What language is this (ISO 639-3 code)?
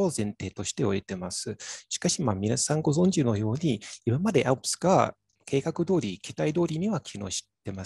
jpn